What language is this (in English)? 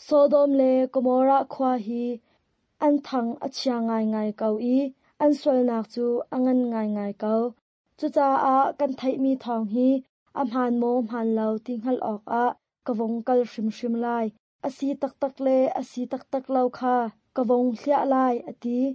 Hakha Chin